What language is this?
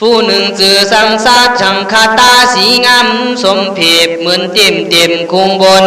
Khün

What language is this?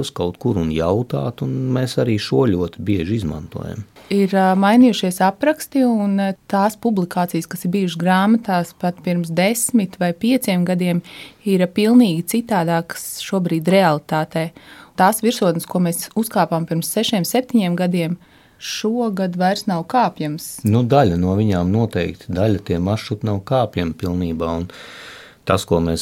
Latvian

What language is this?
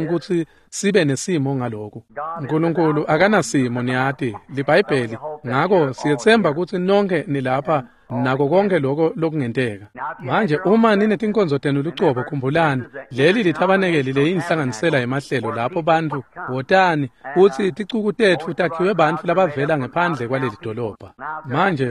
Swati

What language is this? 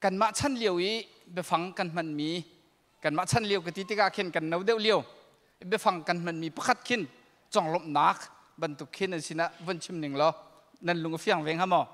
Hakha Chin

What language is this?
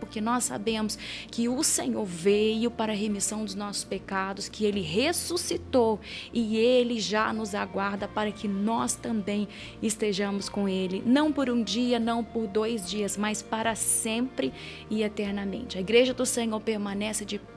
Portuguese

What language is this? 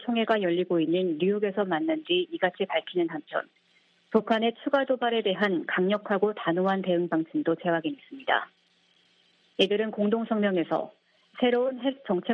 Korean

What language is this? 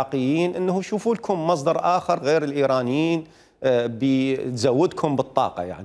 Mesopotamian Arabic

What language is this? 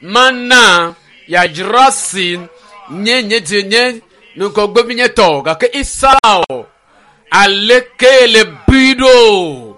Ewe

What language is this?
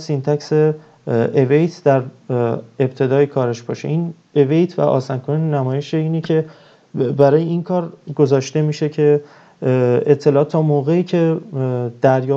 Persian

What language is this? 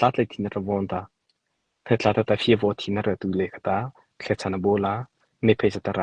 Mara Chin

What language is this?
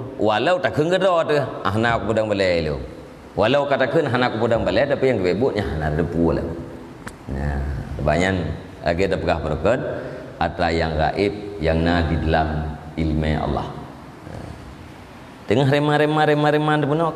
Achinese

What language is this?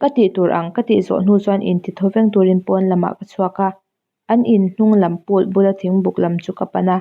Mizo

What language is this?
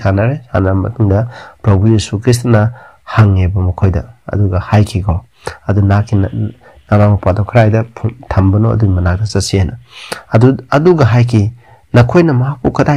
Manipuri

